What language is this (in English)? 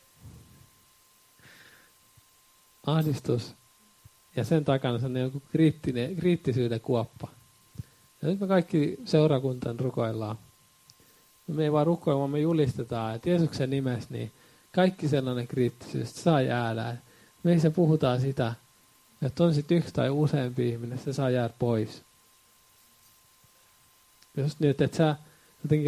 Finnish